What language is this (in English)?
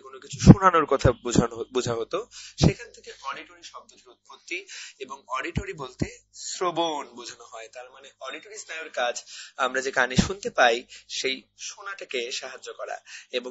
Bangla